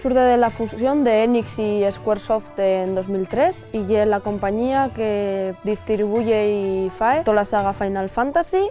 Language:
Asturian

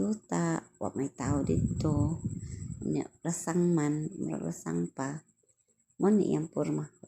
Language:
Cebuano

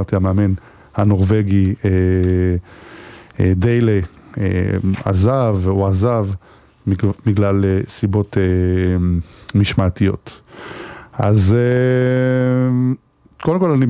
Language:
Hebrew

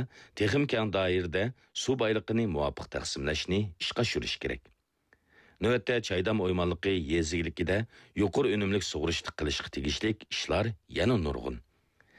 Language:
Uyghur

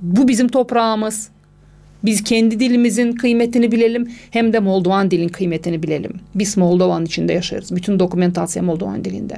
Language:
Gagauz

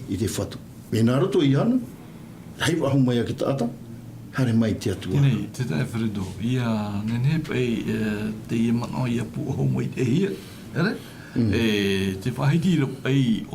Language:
Tahitian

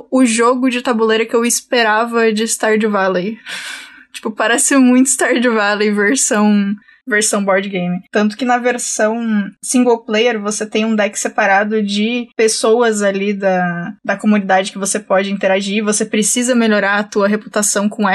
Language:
Portuguese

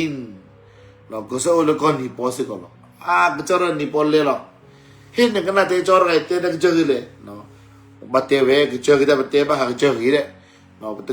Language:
S'gaw Karen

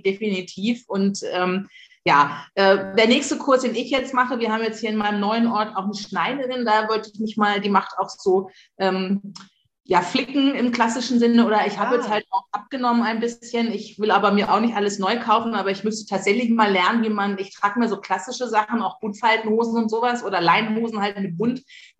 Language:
German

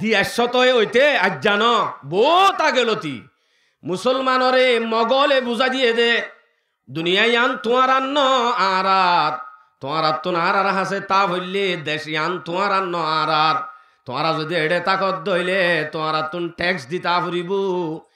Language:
Rohingya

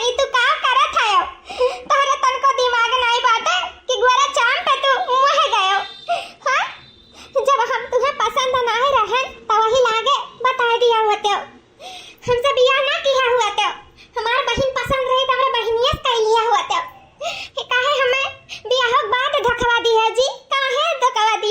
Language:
Awadhi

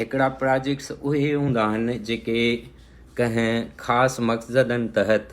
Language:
Sindhi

